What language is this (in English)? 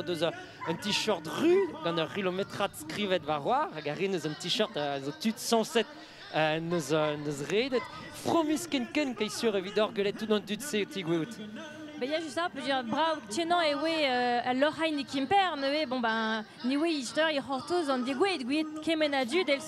Breton